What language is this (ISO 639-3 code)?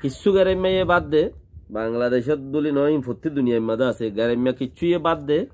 rhg